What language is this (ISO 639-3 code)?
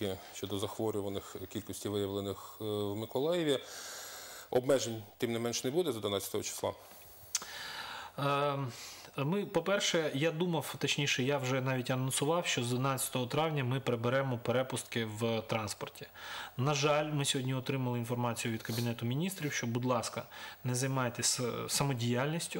ukr